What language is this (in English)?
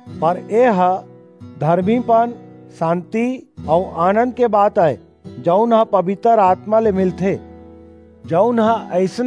Chhattisgarhi